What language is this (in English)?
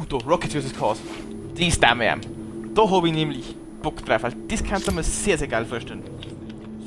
Bavarian